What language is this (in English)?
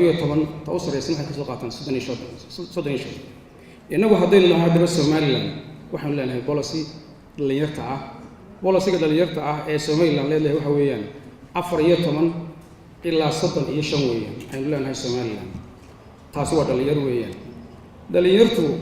Somali